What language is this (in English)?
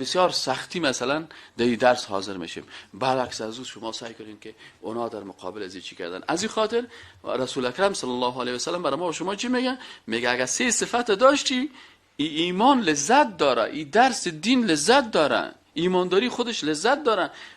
Persian